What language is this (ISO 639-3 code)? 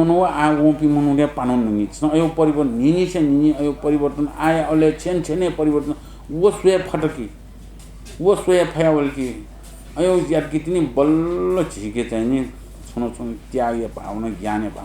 new